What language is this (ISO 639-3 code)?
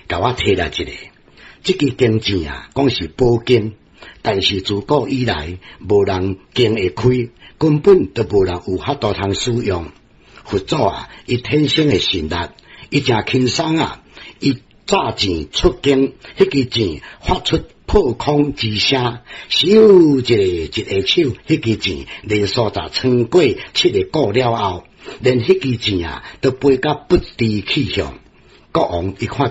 nan